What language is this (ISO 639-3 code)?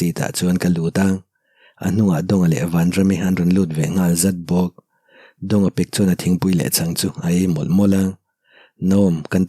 lus